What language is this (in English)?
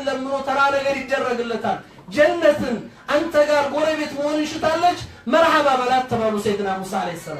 Amharic